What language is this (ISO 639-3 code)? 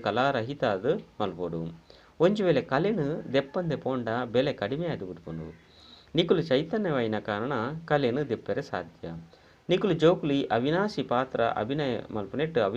tcy